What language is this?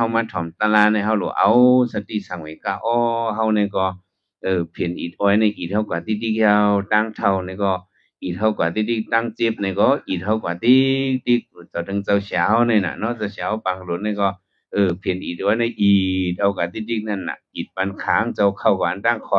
Shan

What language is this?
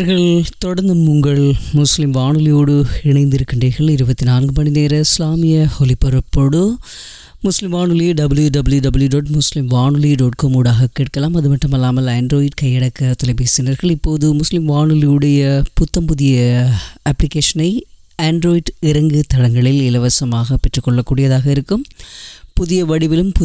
Tamil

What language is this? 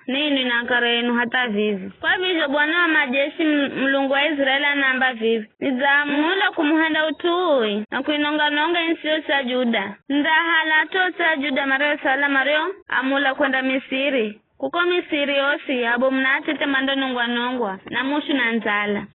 Giryama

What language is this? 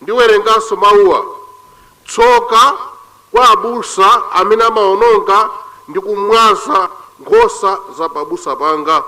Nyanja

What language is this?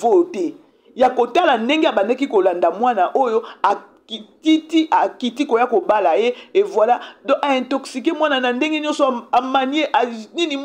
Lingala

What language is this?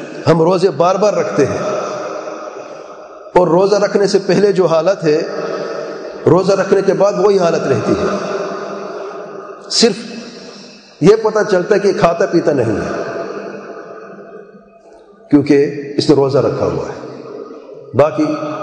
Urdu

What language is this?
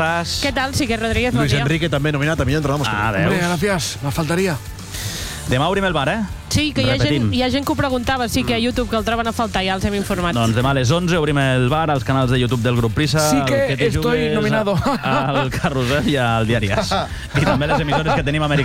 Catalan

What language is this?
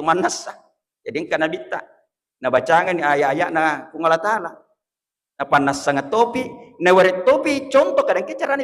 Buginese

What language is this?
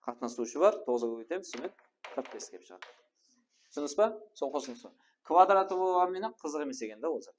Kara-Kalpak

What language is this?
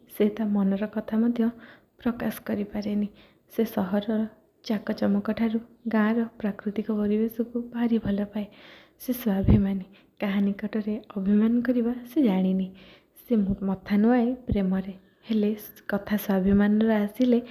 Odia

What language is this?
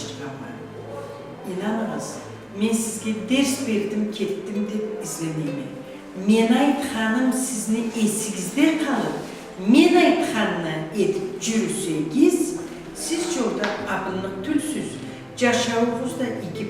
Karachay-Balkar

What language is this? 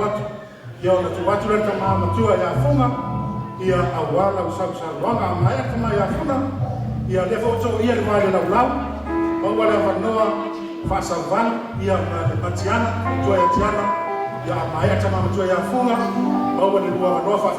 Samoan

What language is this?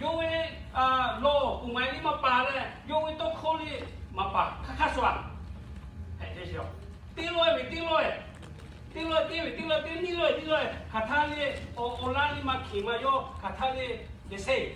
Lahu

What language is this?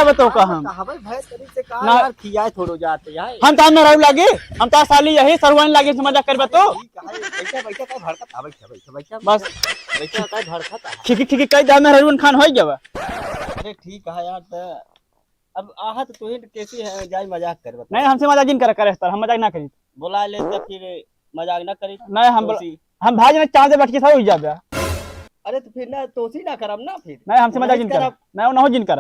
Awadhi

